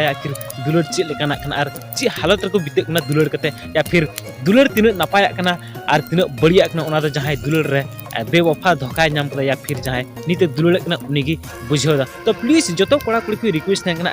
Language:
Santali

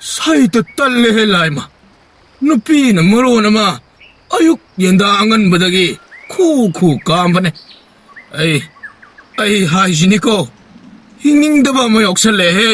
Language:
Manipuri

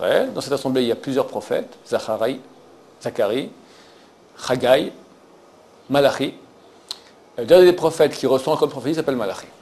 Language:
French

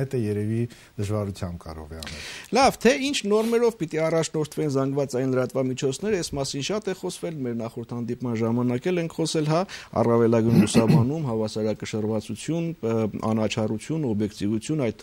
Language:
Armenian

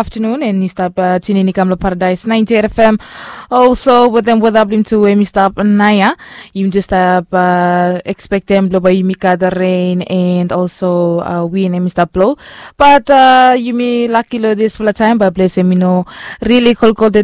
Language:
Bislama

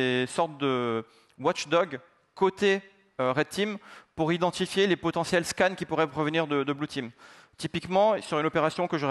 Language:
French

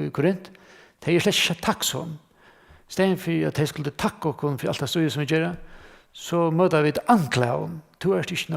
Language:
Faroese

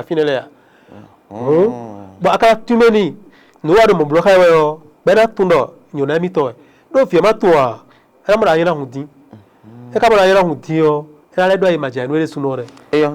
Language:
Fon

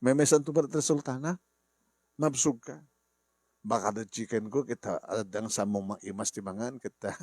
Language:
Iloko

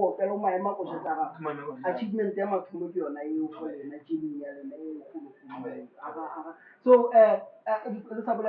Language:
Northern Sotho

